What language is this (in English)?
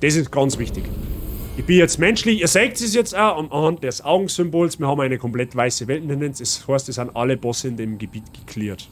Bavarian